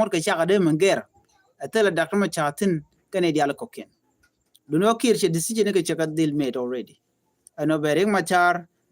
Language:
Nuer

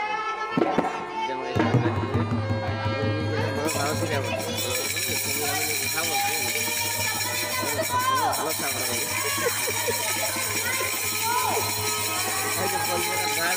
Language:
Bangla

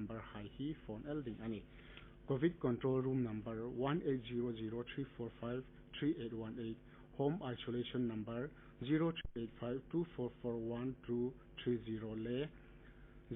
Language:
Hmar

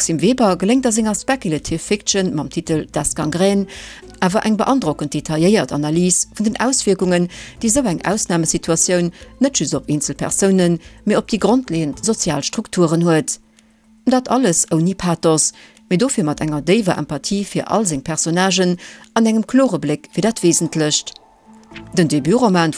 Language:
Luxembourgish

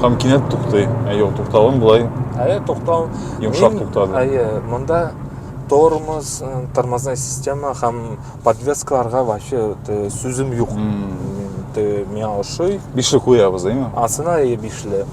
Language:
Tatar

